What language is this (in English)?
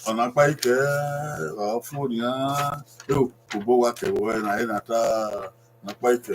Bini